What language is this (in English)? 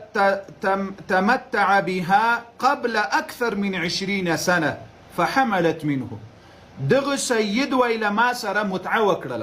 Pashto